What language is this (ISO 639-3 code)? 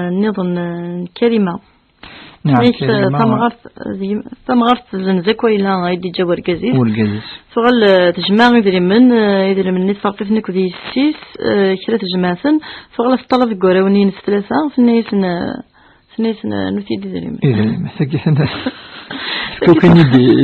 kab